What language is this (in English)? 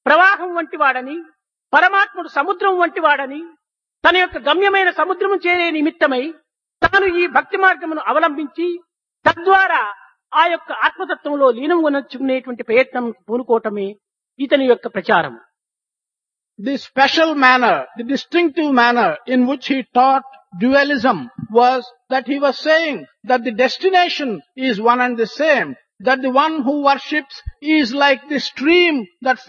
Telugu